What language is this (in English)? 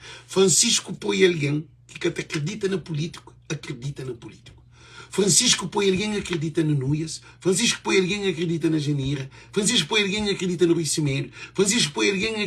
Kabuverdianu